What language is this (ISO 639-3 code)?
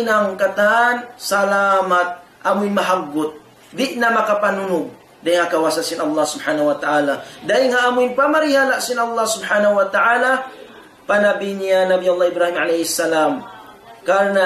tsg